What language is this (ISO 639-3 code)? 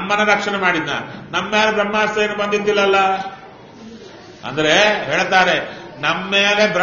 kan